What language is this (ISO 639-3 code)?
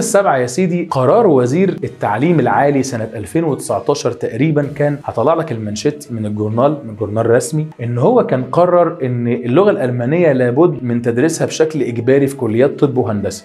arz